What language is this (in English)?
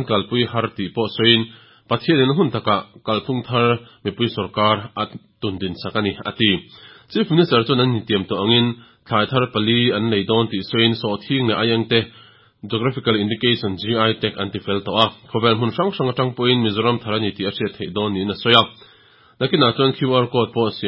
Mizo